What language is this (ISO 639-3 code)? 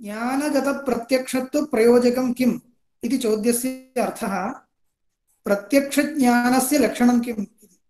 san